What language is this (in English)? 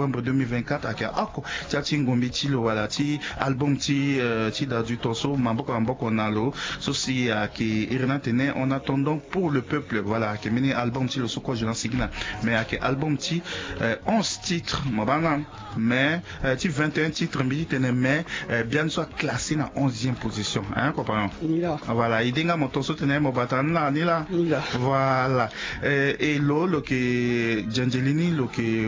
Sango